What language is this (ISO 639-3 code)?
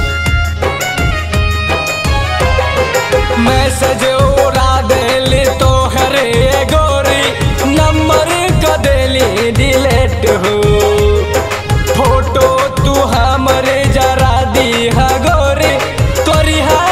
bho